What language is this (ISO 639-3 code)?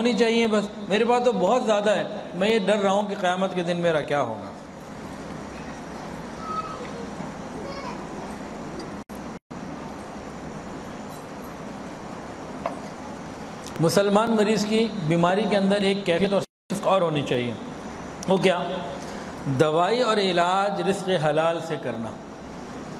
urd